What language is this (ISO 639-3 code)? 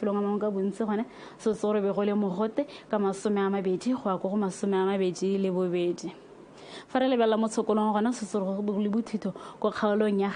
tsn